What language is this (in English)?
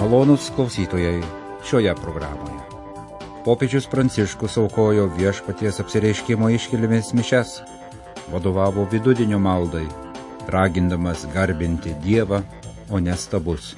Lithuanian